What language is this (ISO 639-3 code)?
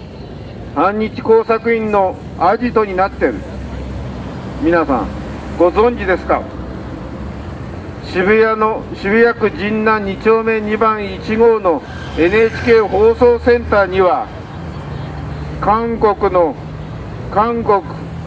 jpn